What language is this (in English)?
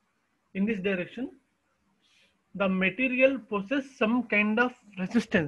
English